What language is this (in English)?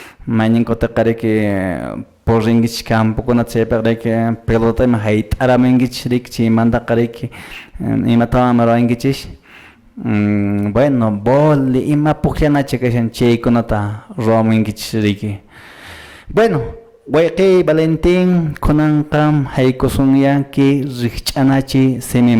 Quechua